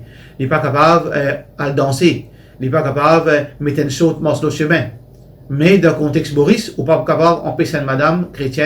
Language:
Morisyen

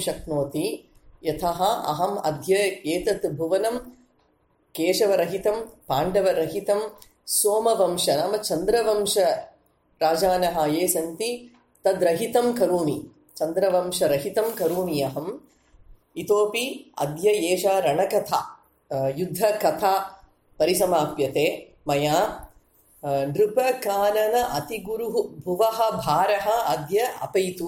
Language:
Sanskrit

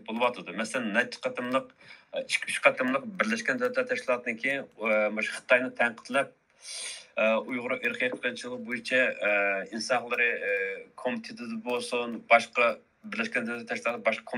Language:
Uyghur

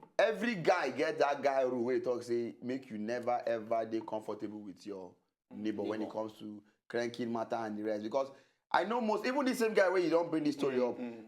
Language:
Nigerian Pidgin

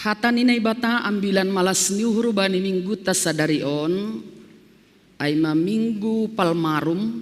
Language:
Batak Simalungun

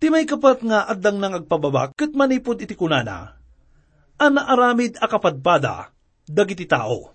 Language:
Iloko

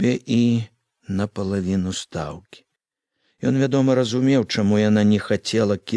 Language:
Belarusian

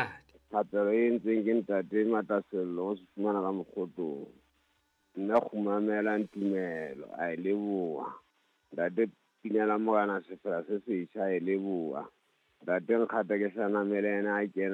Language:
Southern Sotho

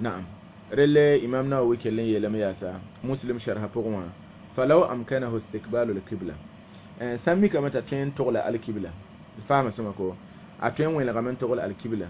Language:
Mossi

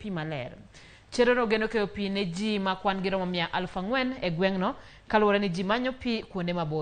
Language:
Luo (Kenya and Tanzania)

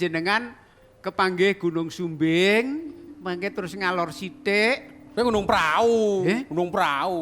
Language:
Javanese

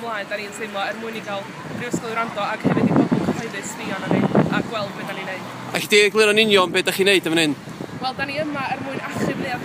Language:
Welsh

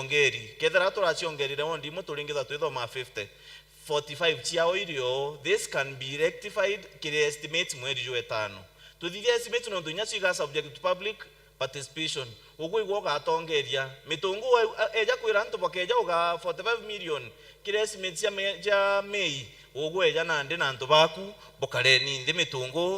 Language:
Meru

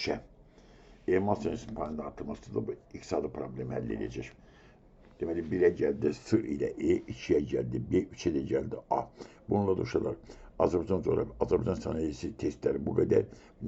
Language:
Azerbaijani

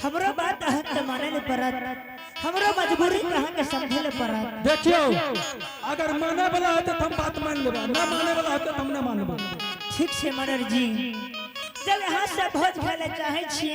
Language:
Angika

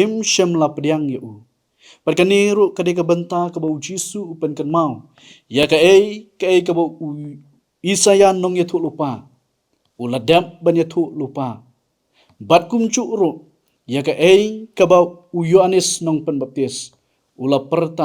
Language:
Khasi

